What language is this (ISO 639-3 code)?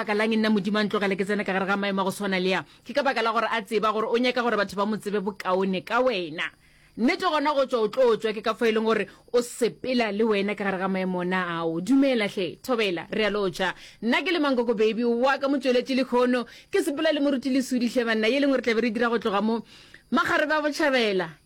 nso